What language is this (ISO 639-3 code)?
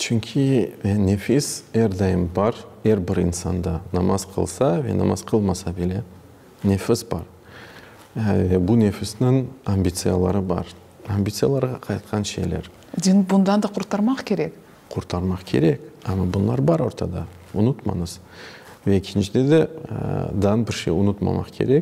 crh